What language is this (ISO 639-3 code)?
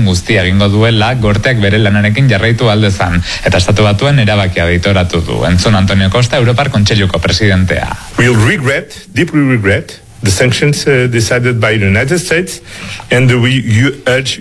eus